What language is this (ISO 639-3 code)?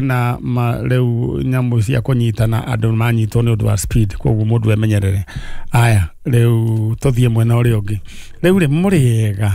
kik